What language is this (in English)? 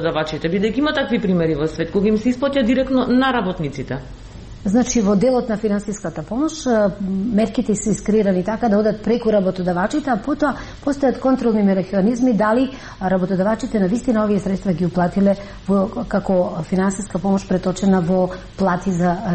Macedonian